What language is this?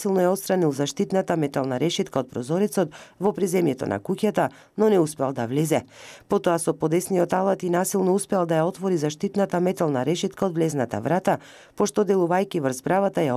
Macedonian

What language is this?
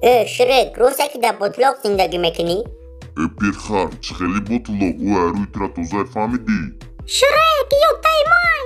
Tajik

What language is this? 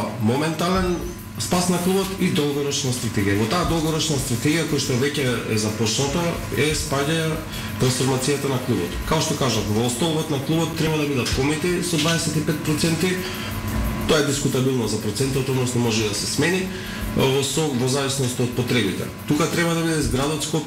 Macedonian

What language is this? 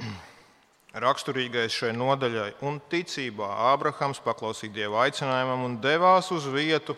Latvian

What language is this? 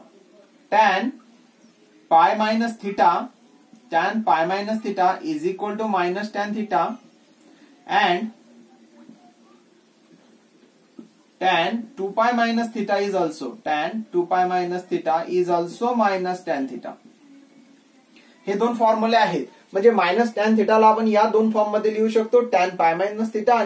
Marathi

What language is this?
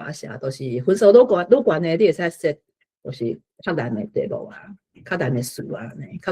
Min Nan Chinese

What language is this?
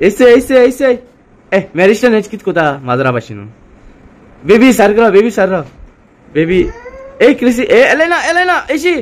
Konkani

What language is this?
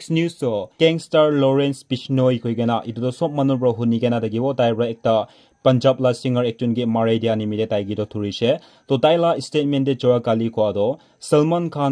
Naga Pidgin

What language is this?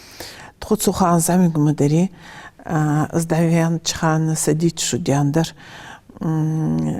Ingush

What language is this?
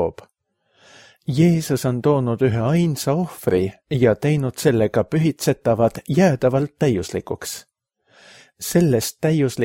Estonian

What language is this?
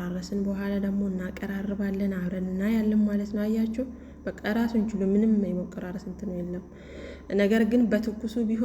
Amharic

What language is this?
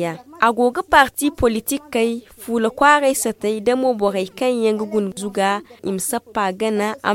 Zarma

